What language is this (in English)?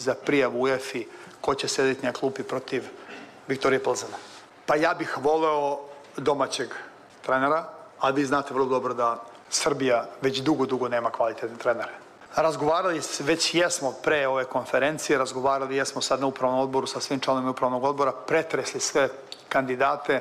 Serbian